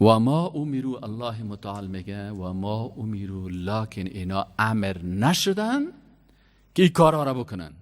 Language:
Persian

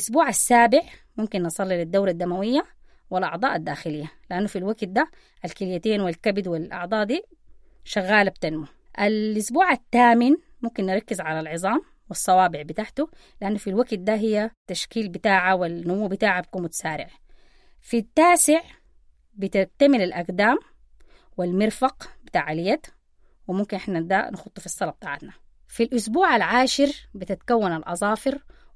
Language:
Sudanese Arabic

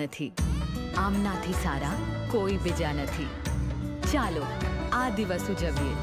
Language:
Gujarati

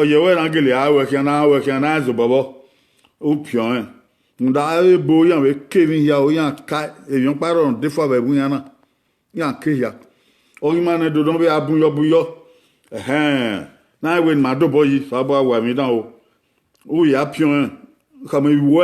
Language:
Bini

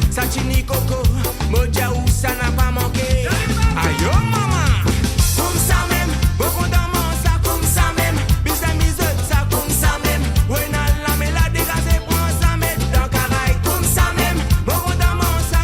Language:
Morisyen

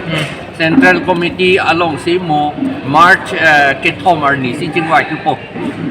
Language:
Karbi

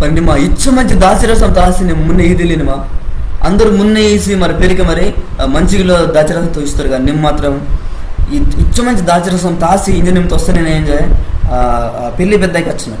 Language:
Koya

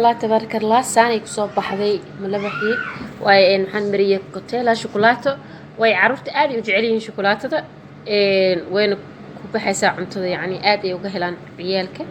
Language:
Somali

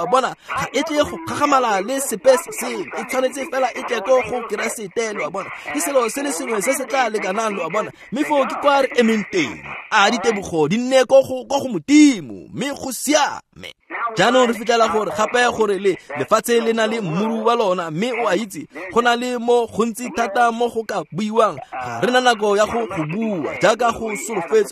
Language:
Tswana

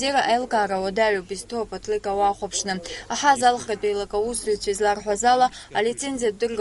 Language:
Abkhazian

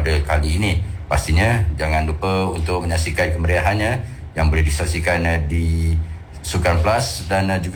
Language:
Malay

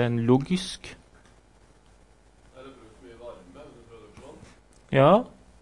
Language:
Norwegian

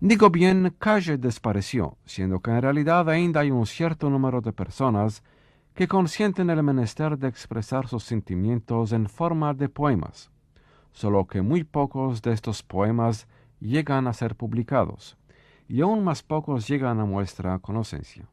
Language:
Ladino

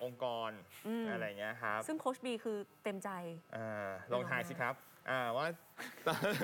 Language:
Thai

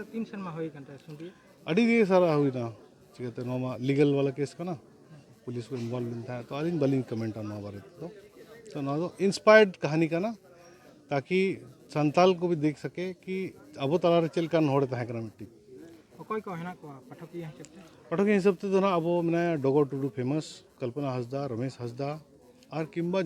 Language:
Santali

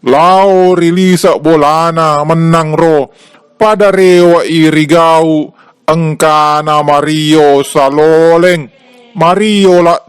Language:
Buginese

